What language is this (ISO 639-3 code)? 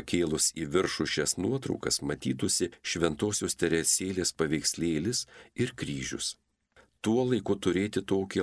lit